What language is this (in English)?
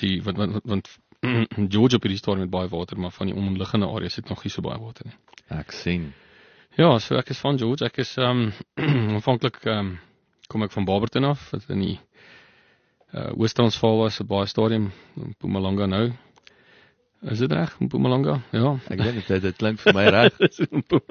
Afrikaans